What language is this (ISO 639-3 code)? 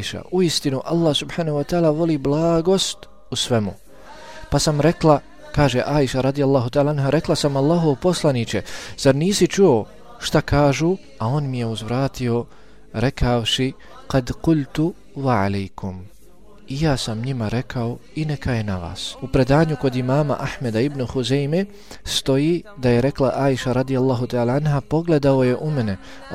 bos